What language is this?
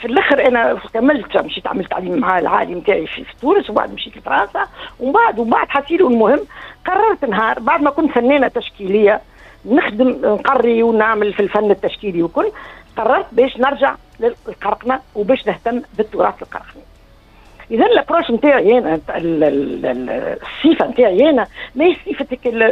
Tunisian Arabic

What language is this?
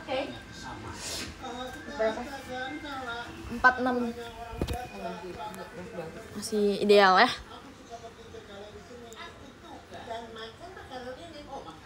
Indonesian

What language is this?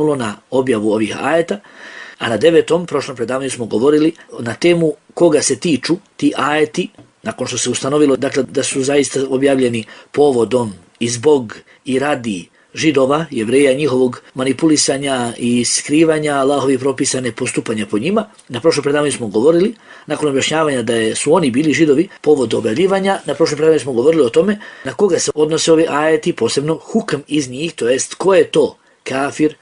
Bosnian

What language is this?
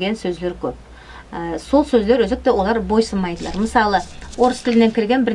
Nogai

